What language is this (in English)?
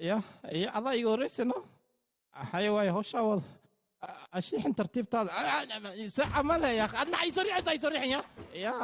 Somali